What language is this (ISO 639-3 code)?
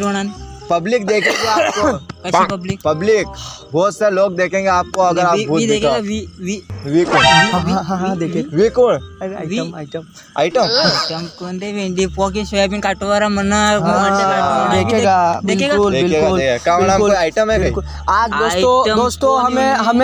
raj